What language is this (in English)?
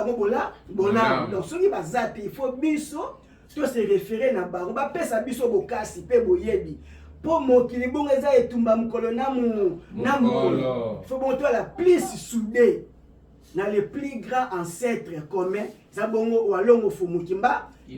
Lingala